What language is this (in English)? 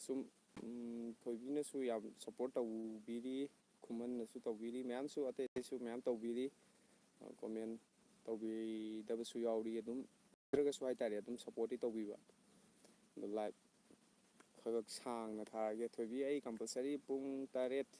Manipuri